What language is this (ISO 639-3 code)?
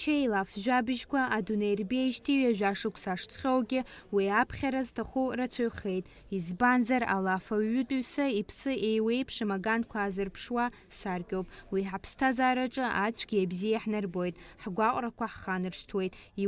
abk